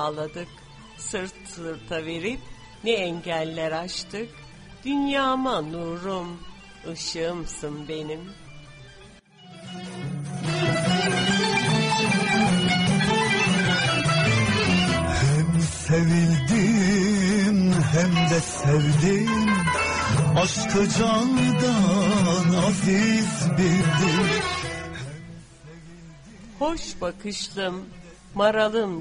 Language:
Turkish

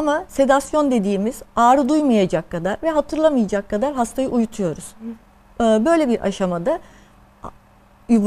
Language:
Turkish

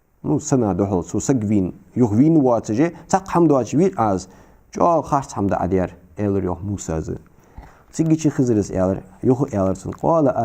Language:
Ingush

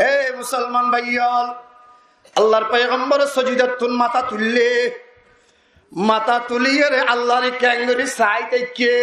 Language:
Rohingya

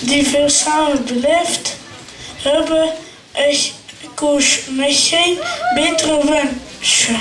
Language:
Limburgish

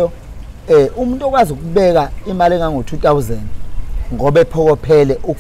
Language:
Zulu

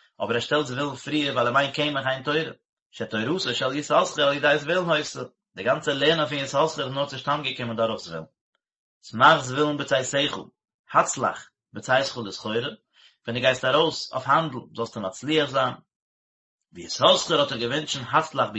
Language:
Yiddish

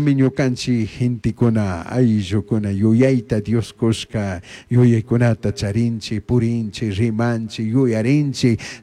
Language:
Chimborazo Highland Quichua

